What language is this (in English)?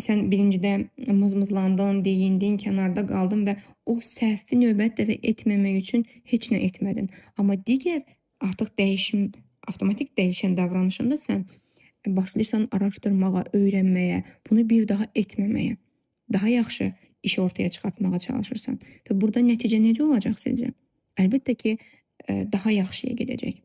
Azerbaijani